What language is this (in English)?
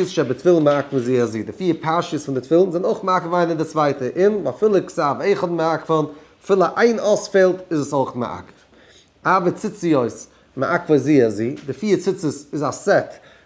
Yiddish